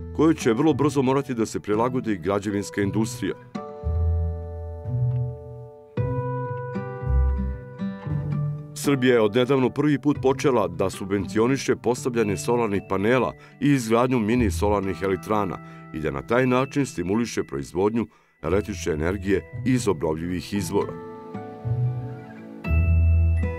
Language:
Serbian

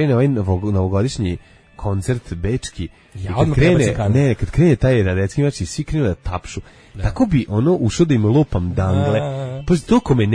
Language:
Serbian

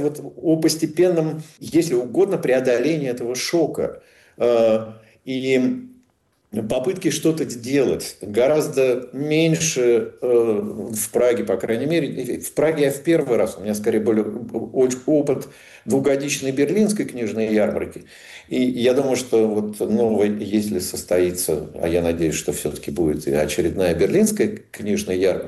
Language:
Russian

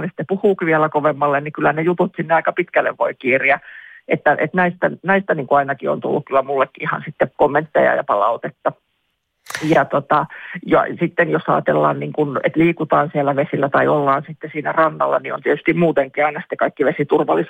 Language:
Finnish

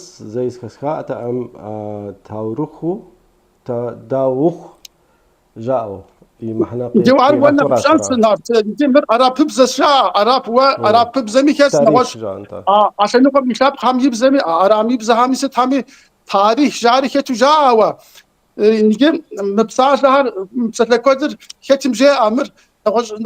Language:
Kabardian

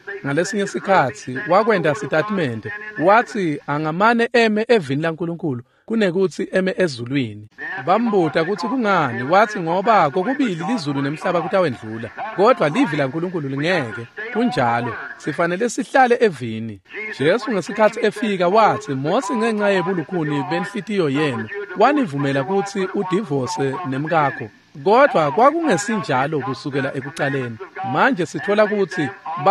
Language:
Swati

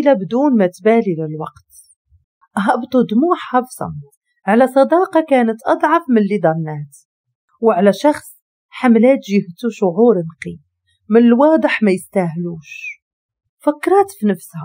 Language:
Moroccan Arabic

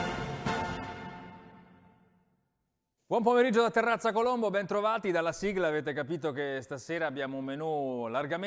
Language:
Italian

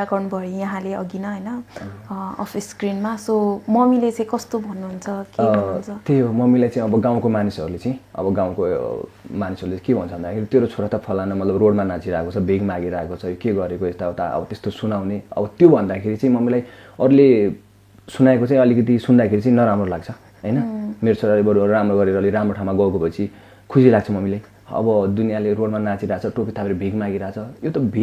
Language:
Nepali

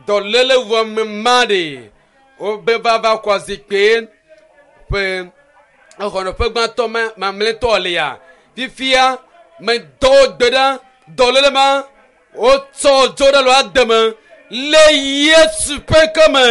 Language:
Ewe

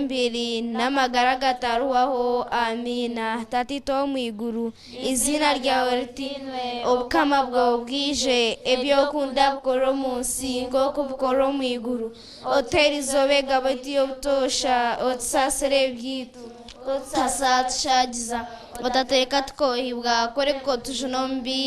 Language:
Nyankole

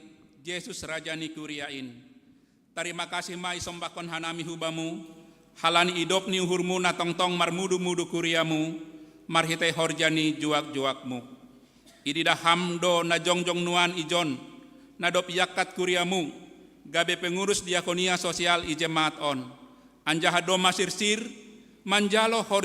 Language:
Batak Simalungun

